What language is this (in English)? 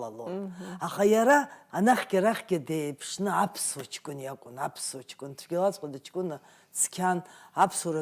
Abkhazian